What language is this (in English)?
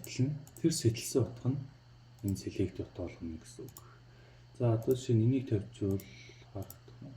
Mongolian